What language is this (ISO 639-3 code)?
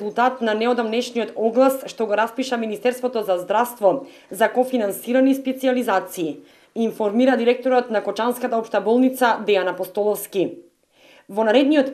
mkd